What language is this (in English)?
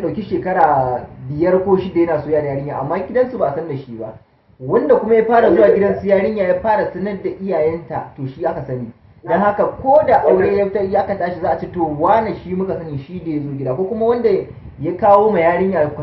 Hausa